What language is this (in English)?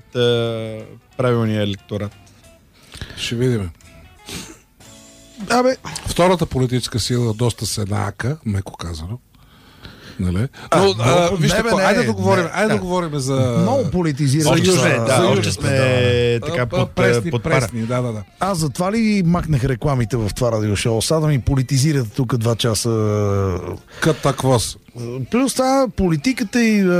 Bulgarian